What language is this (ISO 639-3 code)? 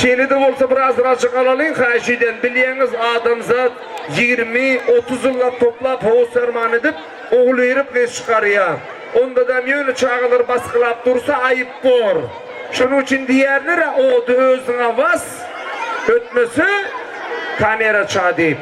tuk